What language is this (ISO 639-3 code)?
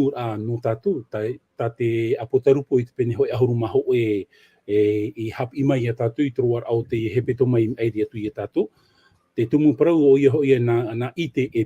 tah